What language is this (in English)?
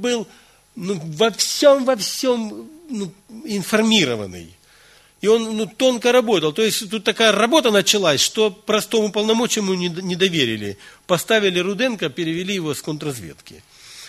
Russian